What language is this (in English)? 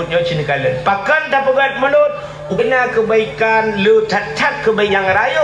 Achinese